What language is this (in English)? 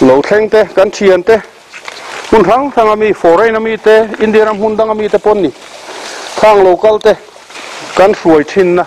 Mizo